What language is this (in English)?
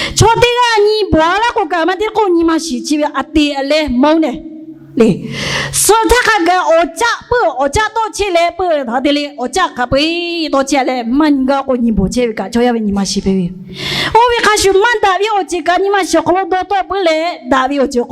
Lahu